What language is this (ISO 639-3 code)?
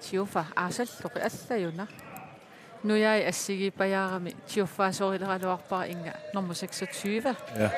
kal